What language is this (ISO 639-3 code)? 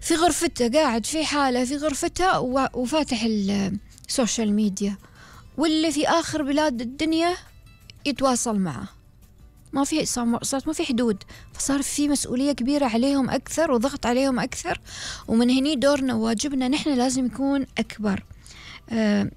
afb